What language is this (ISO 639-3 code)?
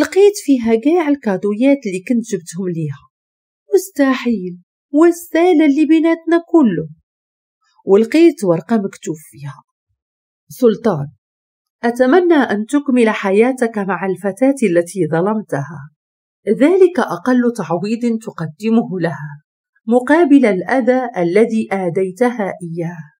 ary